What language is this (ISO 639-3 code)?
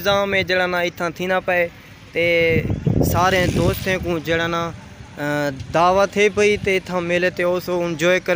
skr